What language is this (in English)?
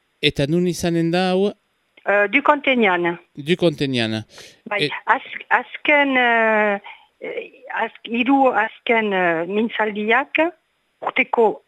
Basque